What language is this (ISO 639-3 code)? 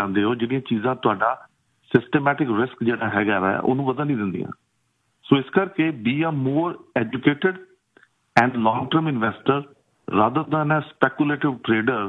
pan